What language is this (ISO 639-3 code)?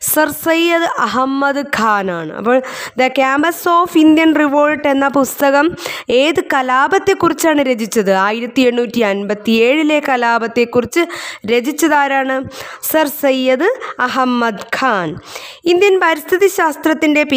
mal